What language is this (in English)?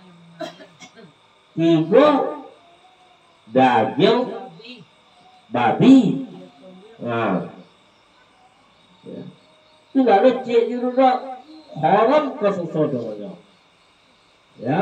Indonesian